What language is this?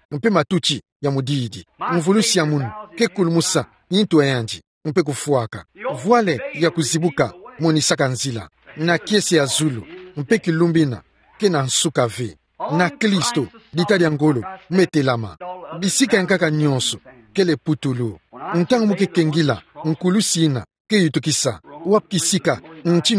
Kituba (Democratic Republic of Congo)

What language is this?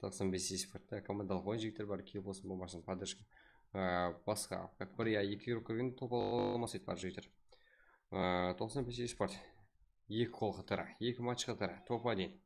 Kara-Kalpak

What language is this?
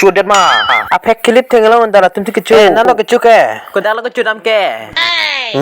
Karbi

